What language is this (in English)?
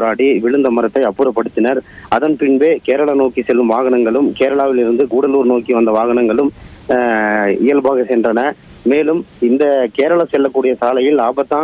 Tamil